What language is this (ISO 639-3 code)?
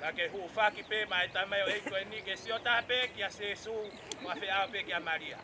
ton